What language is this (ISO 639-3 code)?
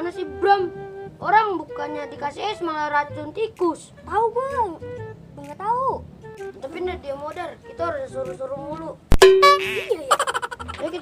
bew